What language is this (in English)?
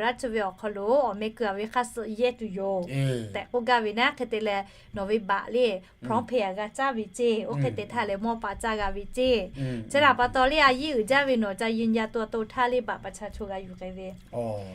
Lahu